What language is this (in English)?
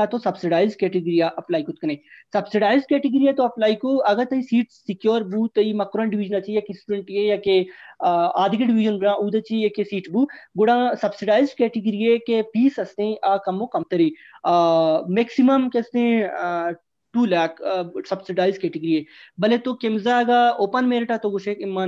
Baluchi